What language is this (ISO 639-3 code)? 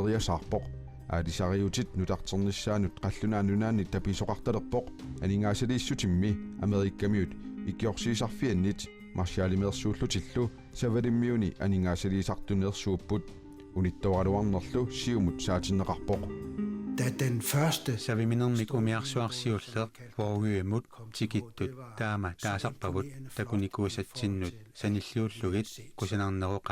kal